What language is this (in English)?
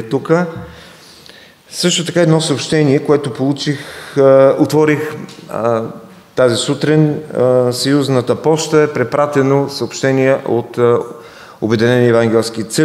Bulgarian